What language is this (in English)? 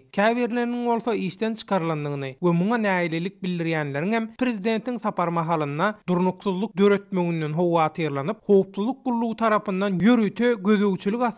Turkmen